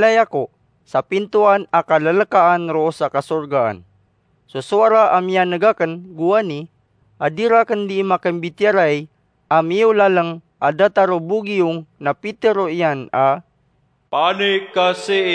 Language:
Maranao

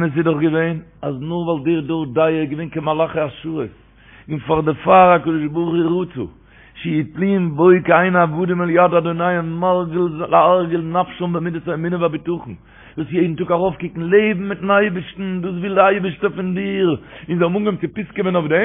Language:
Yiddish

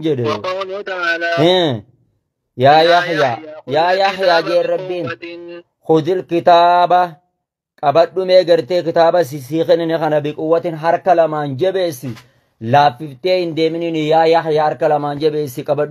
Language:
Oromo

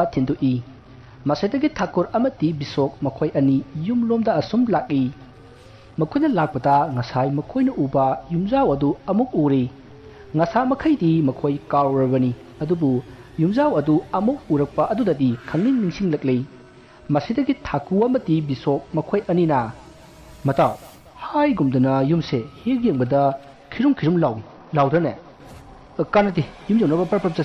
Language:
Manipuri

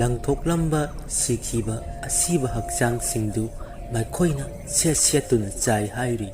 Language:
Manipuri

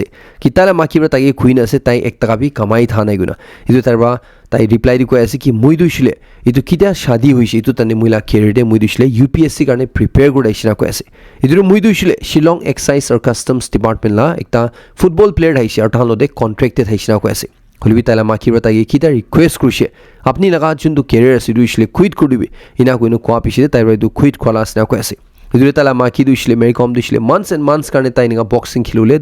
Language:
Naga Pidgin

